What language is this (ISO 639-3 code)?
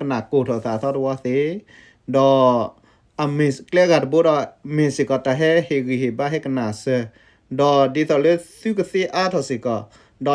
ksw